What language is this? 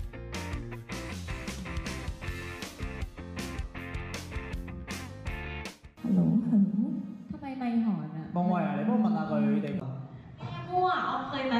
Thai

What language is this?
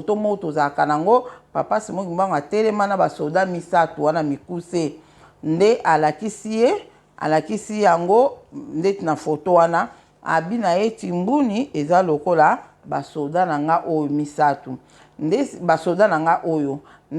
Lingala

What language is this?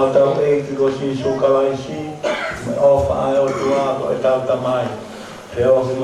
Tongan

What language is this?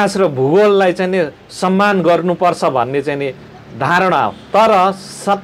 Nepali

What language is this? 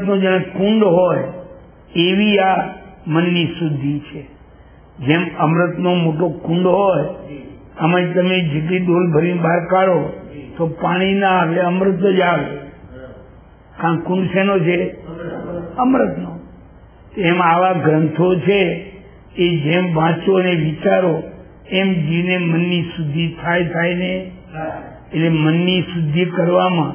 Gujarati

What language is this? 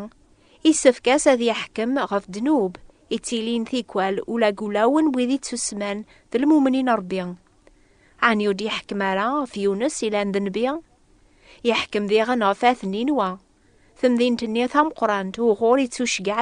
Kabyle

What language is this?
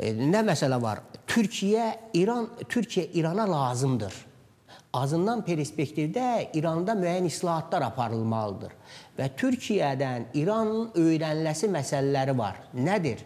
Azerbaijani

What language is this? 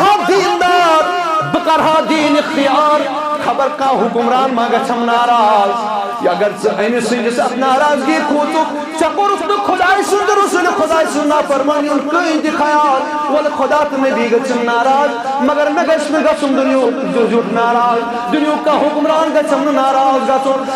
Kashmiri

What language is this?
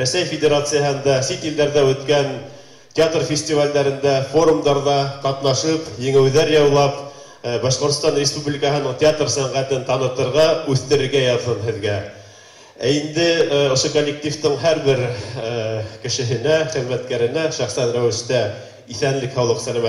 Bashkir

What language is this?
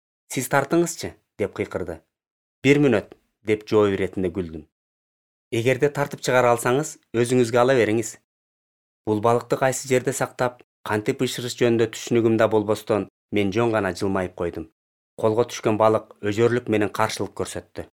Kyrgyz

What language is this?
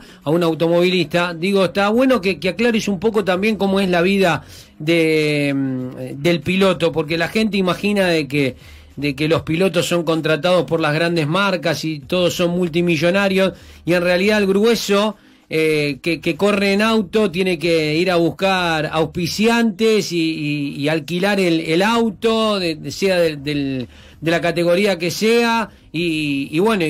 Spanish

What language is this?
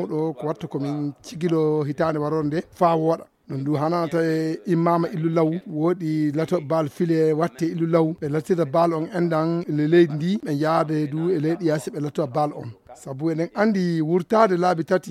Fula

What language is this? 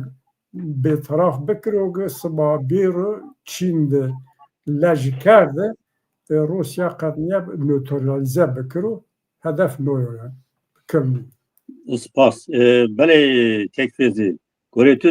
Zaza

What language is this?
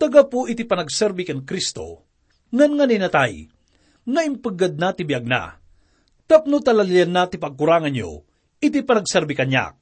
Iloko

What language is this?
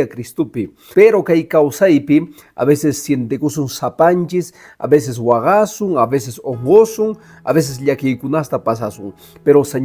Quechua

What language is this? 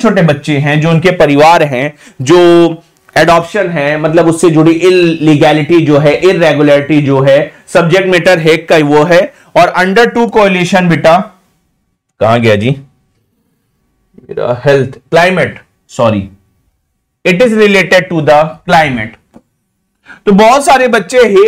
Hindi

